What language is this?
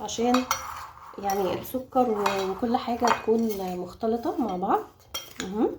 Egyptian Arabic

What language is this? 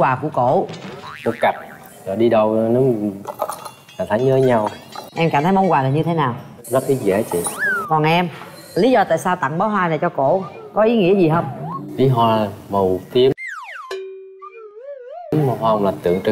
Vietnamese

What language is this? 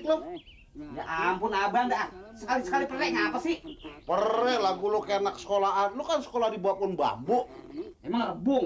Betawi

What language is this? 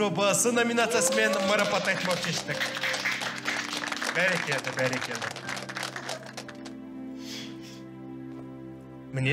Kazakh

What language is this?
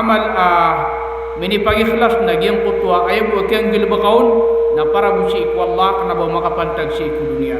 Maranao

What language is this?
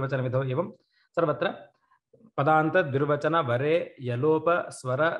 Sanskrit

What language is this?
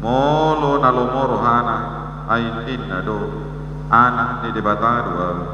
Batak Toba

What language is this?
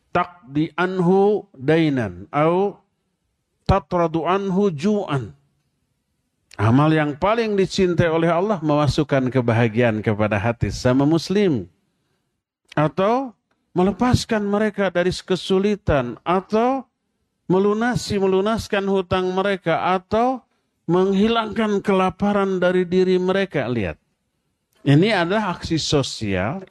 Indonesian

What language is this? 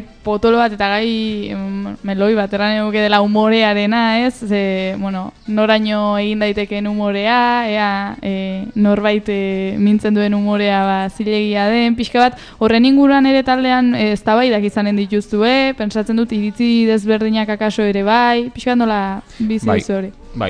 Basque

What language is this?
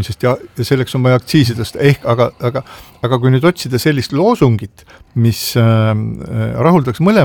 Estonian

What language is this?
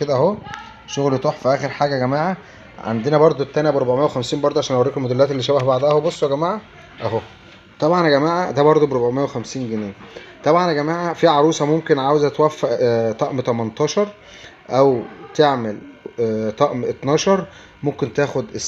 Egyptian Arabic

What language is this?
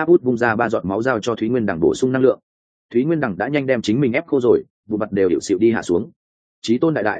Vietnamese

